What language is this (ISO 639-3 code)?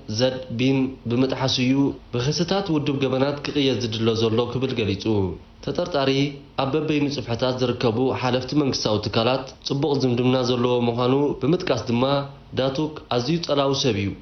tir